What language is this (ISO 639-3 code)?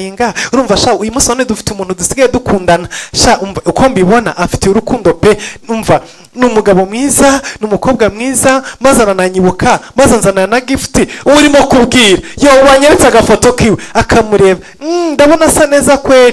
kin